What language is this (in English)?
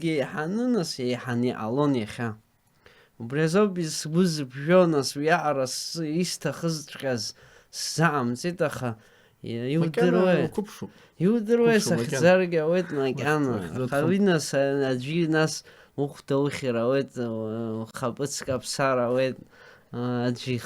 Abkhazian